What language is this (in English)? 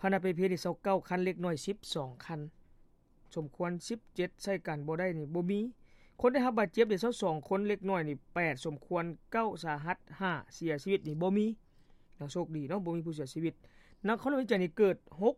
Lao